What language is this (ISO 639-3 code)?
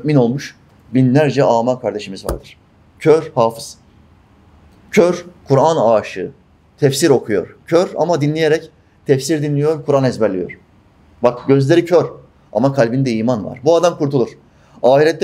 tur